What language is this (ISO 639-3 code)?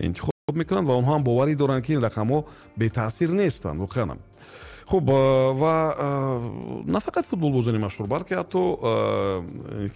tgk